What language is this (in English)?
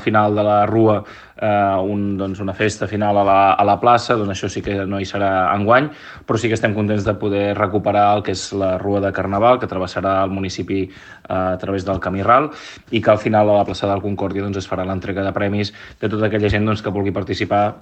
Catalan